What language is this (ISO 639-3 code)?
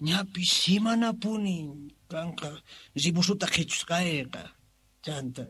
que